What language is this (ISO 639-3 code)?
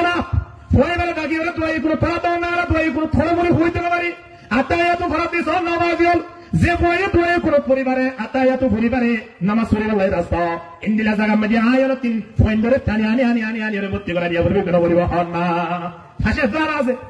rhg